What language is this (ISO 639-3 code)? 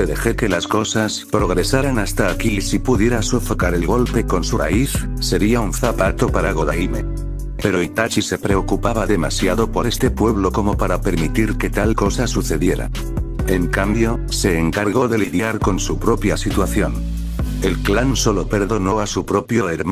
spa